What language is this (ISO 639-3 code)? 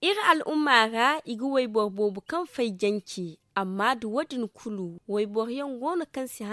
dje